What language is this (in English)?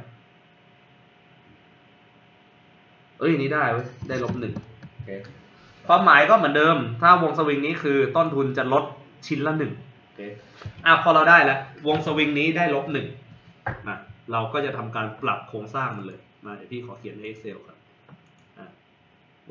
Thai